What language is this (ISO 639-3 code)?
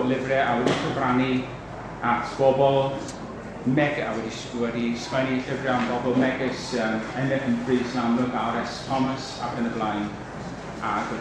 cym